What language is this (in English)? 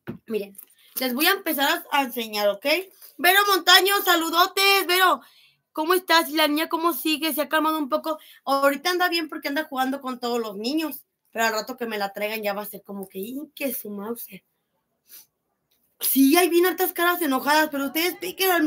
Spanish